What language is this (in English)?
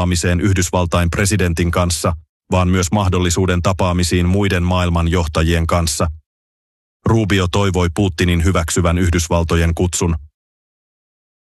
Finnish